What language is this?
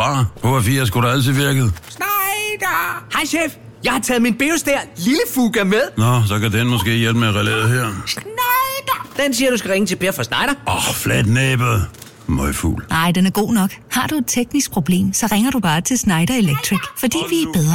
Danish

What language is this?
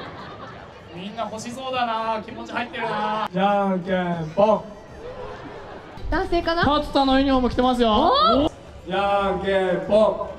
Japanese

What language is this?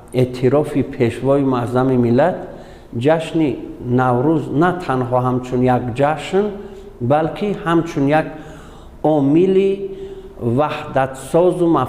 Tajik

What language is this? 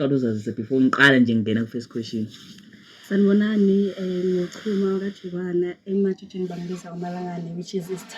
Zulu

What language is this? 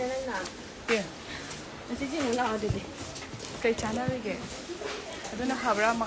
Manipuri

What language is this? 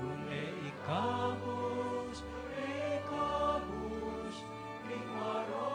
Pampanga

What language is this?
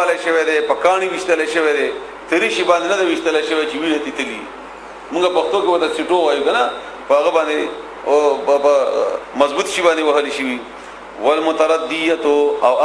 Pashto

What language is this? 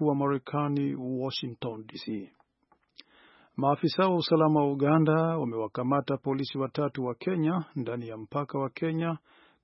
Swahili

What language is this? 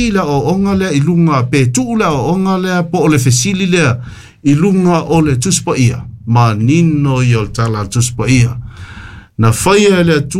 Samoan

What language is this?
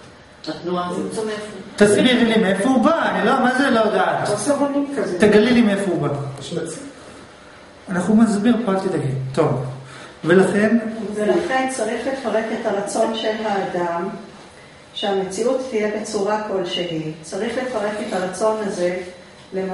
Hebrew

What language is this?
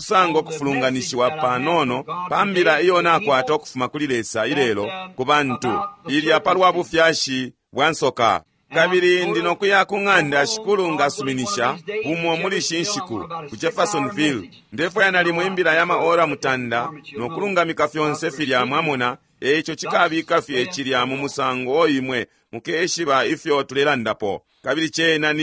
Bemba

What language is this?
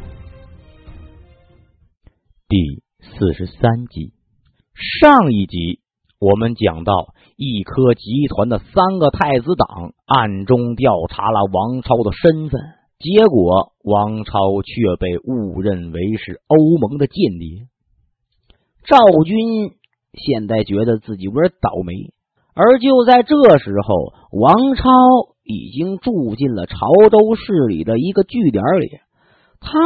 Chinese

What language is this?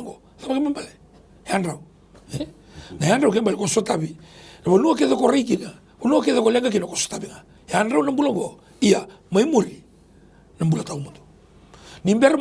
Fijian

